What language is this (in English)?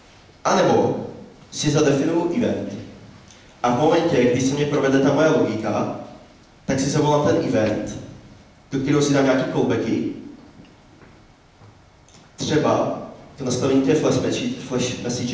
Czech